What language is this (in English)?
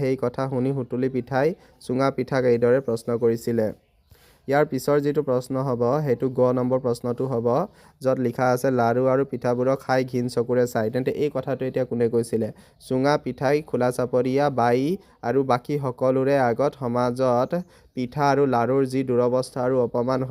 Assamese